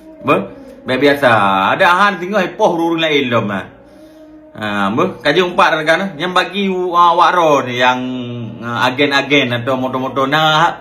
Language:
Achinese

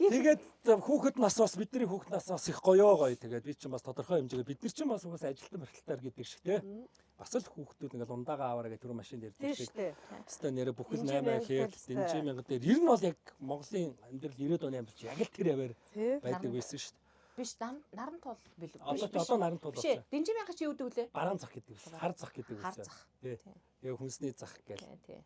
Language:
Mongolian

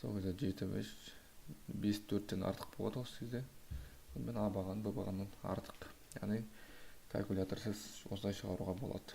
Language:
Kazakh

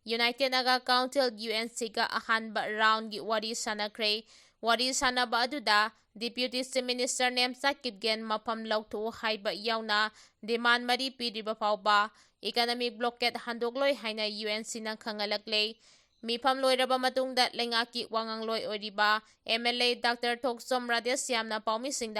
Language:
Manipuri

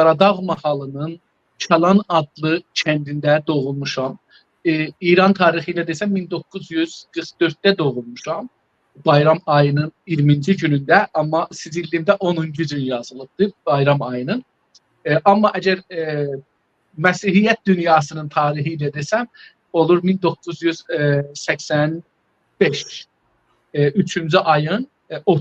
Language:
South Azerbaijani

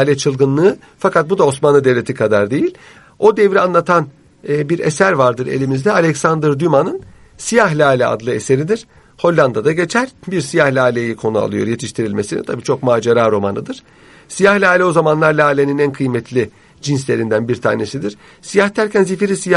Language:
Turkish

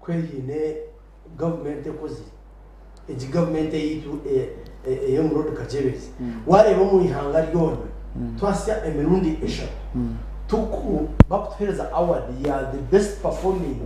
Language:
Nyankole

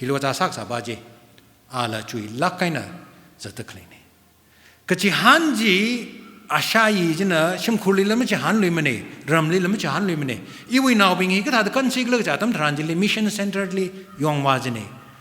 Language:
Tangkhul Naga (India)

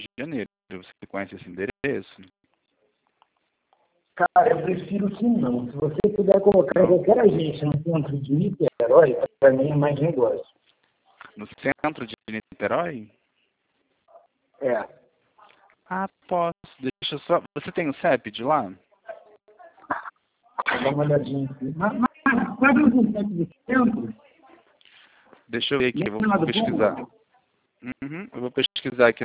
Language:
Portuguese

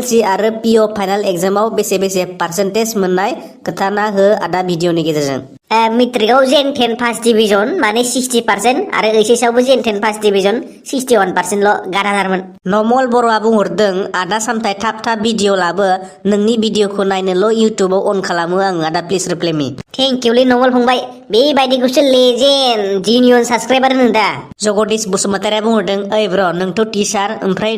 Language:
Bodo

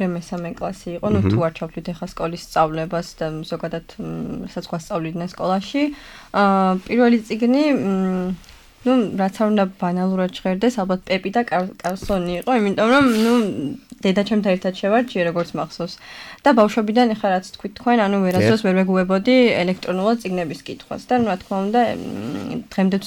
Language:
Georgian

